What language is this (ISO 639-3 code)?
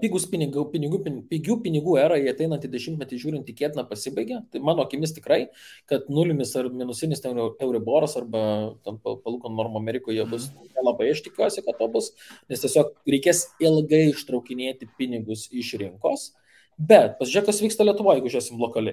lit